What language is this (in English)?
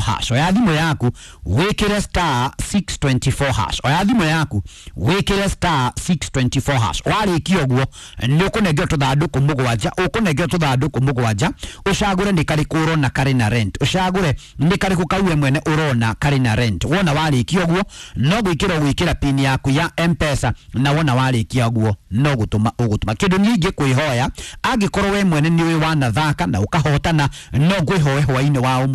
Kikuyu